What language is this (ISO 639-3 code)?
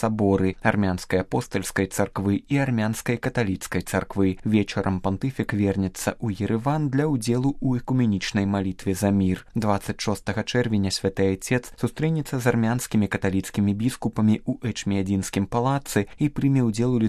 bel